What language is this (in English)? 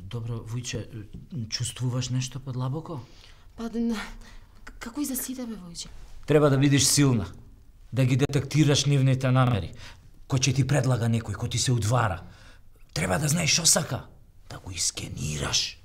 Macedonian